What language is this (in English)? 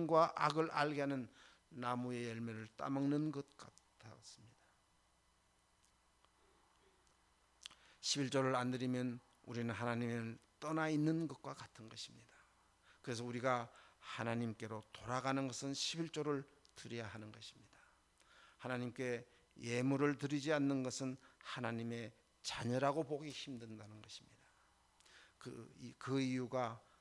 Korean